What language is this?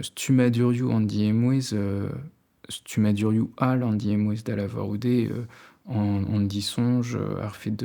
Breton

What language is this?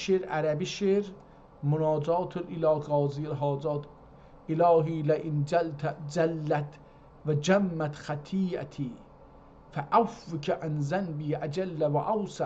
South Azerbaijani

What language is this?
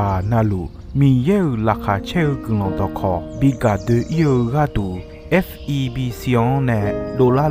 Akha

